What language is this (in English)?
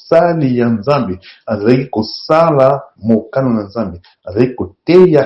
Lingala